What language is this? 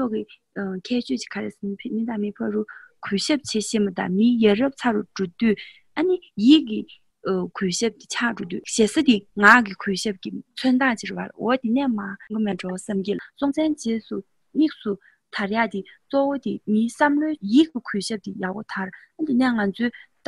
Tibetan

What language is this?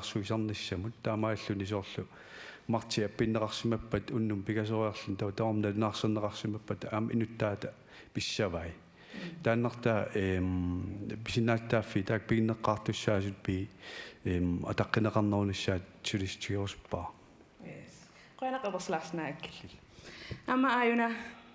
Kalaallisut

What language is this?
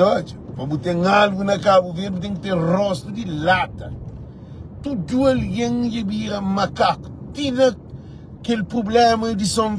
Kabuverdianu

